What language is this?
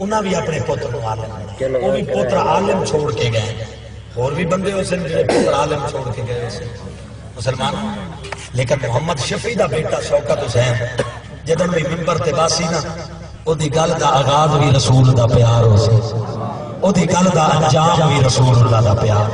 Saraiki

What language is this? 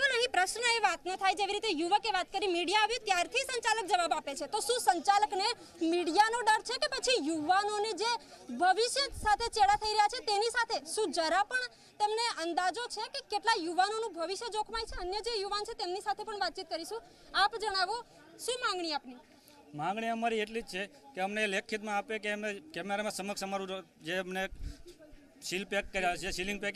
Gujarati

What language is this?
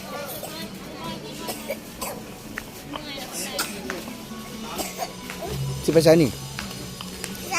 Lao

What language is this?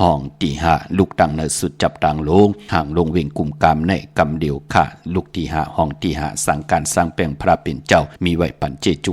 Shan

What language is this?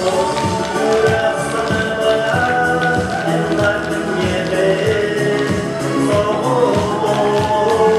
Yakut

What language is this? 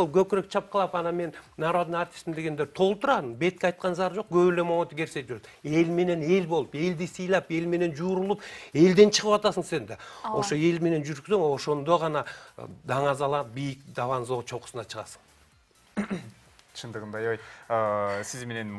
Kyrgyz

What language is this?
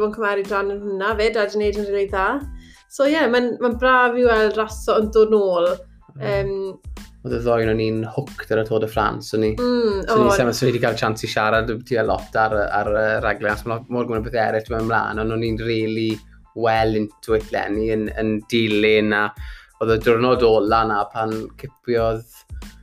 Welsh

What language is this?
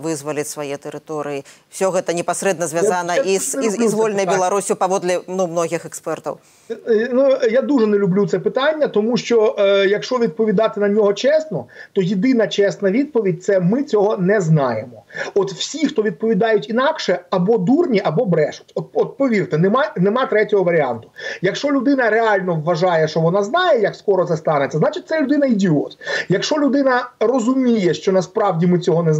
Ukrainian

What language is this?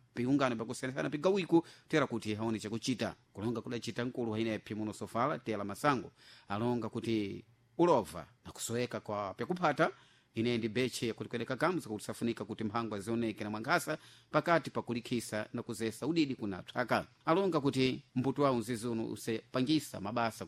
Sena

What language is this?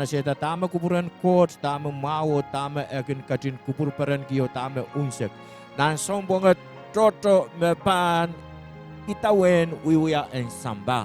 Pohnpeian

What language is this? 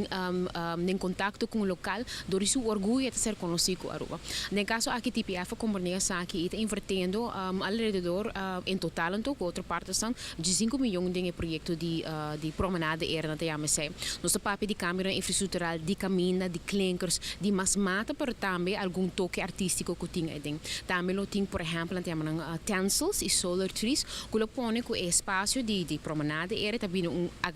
Papiamento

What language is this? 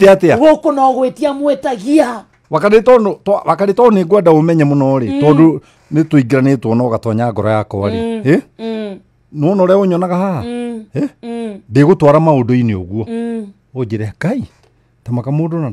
Kikuyu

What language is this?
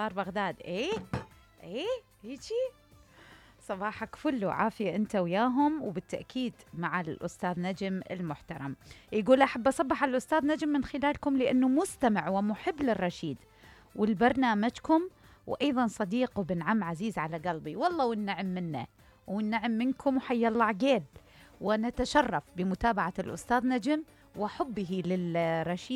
Mesopotamian Arabic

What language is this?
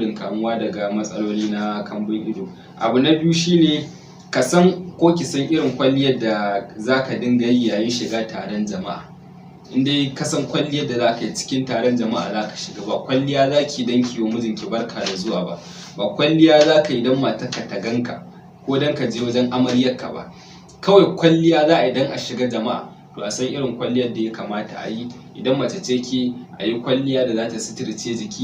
Hausa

